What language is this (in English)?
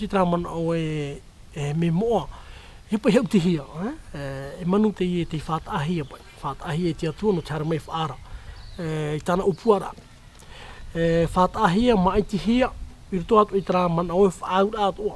Tahitian